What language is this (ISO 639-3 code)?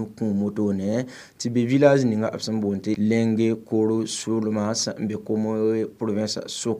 mos